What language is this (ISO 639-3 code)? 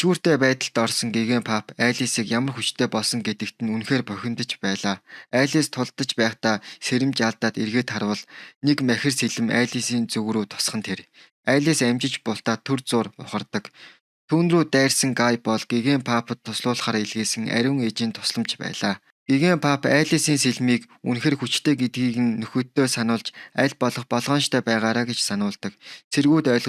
mon